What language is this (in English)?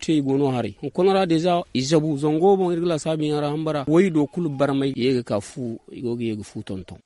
Zarma